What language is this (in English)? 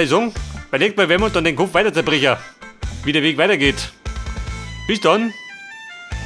Bavarian